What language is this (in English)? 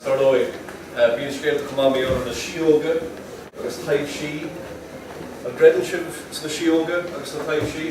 Irish